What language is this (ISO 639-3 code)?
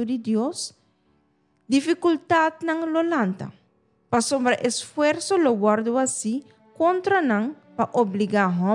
pap